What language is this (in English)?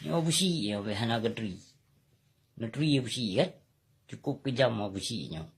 Achinese